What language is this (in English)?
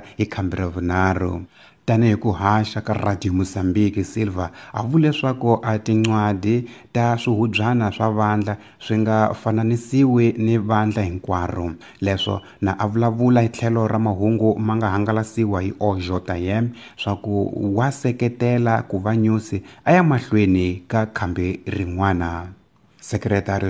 Tsonga